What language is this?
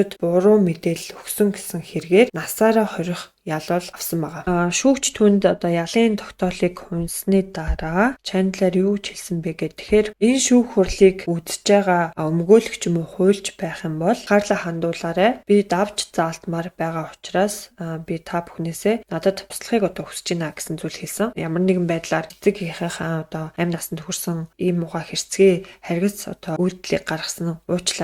Mongolian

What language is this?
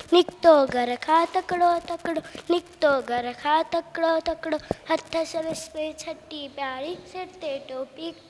Sindhi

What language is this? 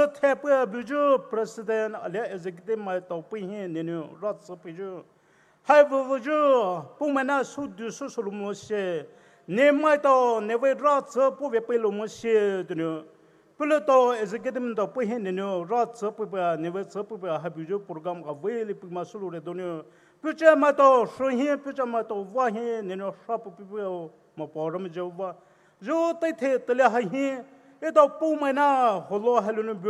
Poumei Naga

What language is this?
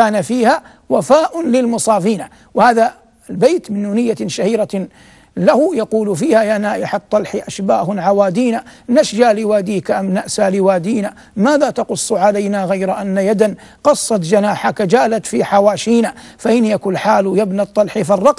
Arabic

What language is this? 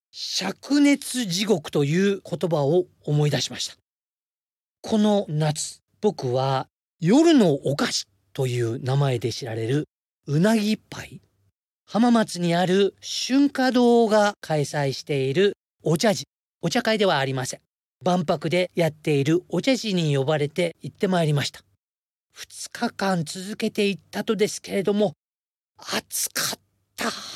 Japanese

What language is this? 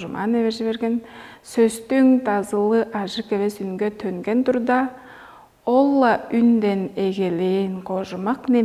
Tuvinian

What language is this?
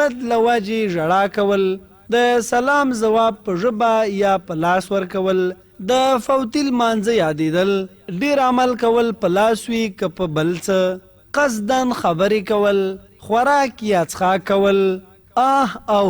Pashto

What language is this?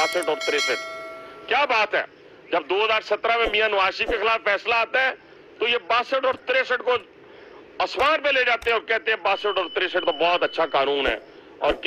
Urdu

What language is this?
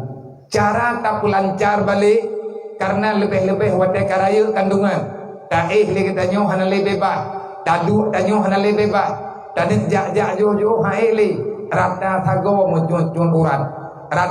Achinese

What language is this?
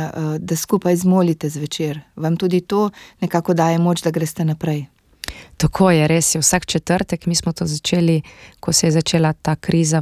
Slovenian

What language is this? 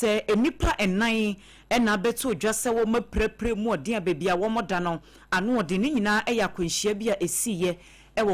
Akan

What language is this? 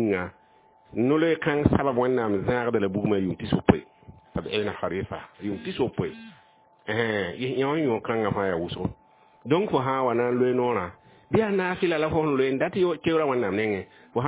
Mossi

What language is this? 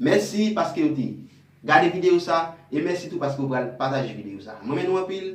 Haitian Creole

